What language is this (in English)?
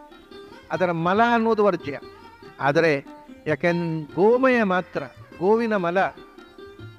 Kannada